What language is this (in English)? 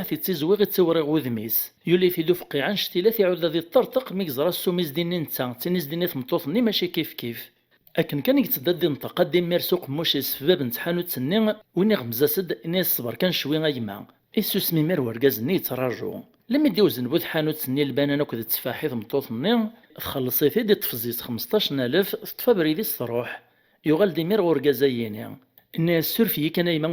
Kabyle